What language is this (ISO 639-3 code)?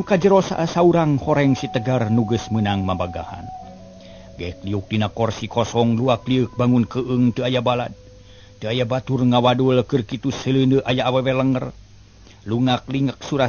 sun